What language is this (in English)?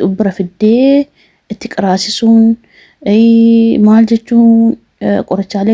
Oromo